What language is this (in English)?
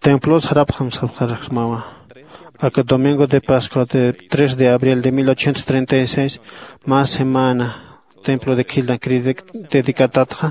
Aymara